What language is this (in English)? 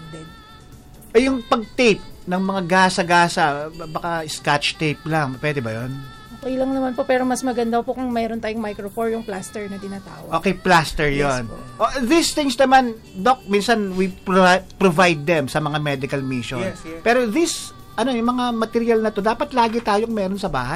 Filipino